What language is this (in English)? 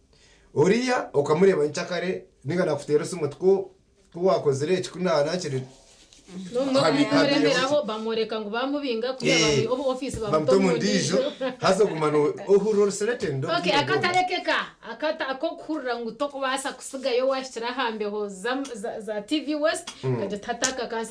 Nyankole